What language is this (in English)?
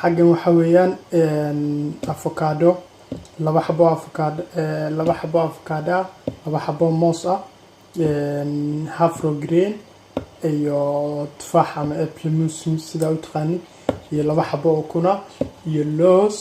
Somali